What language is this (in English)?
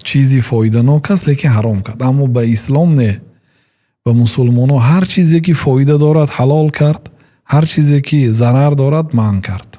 Tajik